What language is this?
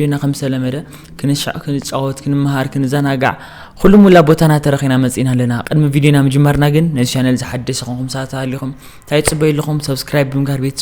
Tigrinya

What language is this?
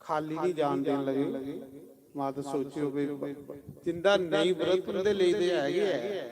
Dogri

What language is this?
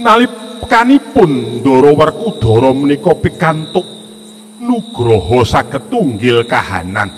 Javanese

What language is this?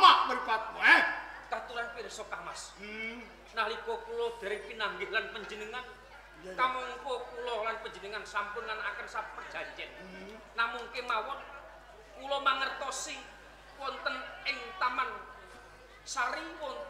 Javanese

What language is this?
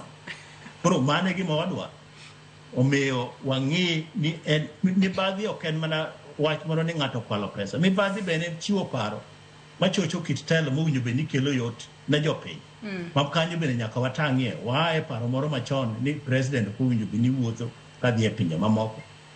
Luo (Kenya and Tanzania)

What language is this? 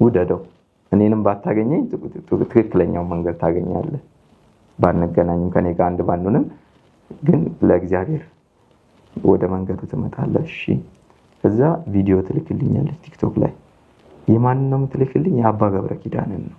Amharic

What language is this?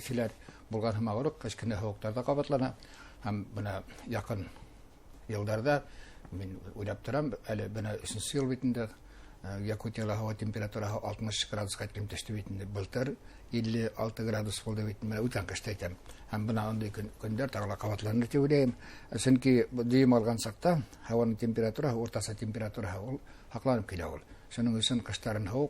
Bashkir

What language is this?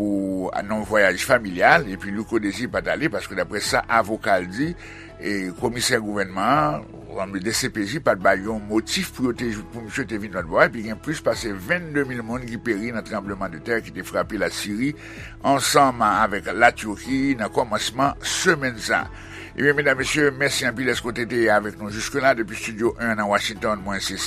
Haitian Creole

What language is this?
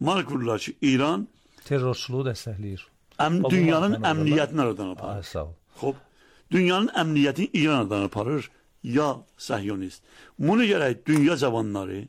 Azerbaijani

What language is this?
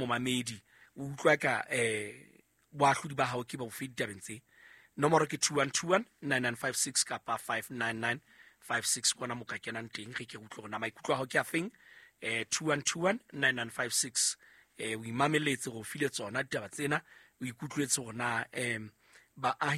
Southern Sotho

